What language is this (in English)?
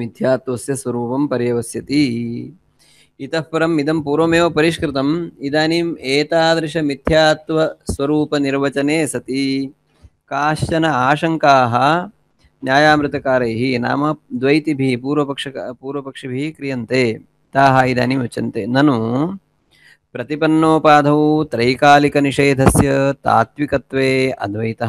Sanskrit